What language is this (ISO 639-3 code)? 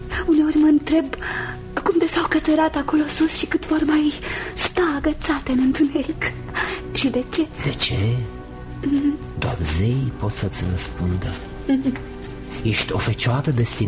ron